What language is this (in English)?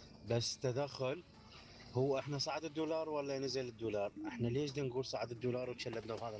Mesopotamian Arabic